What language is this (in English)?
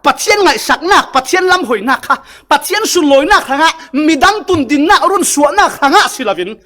Falam Chin